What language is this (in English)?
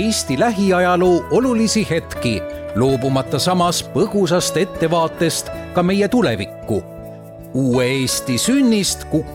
Estonian